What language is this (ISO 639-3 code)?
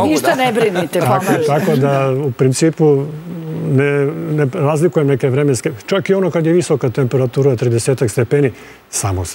srp